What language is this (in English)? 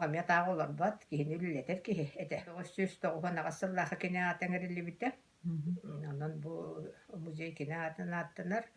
Yakut